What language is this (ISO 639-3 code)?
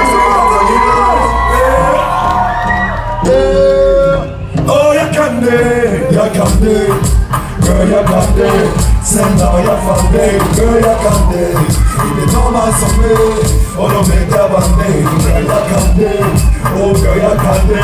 swe